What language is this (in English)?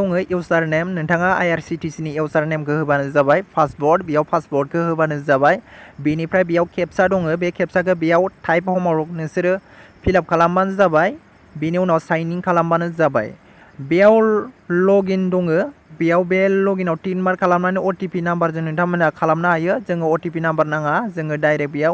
Bodo